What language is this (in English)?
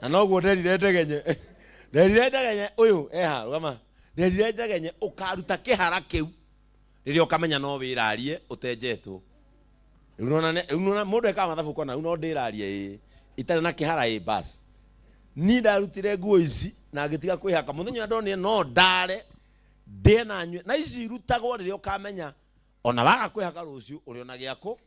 Kikuyu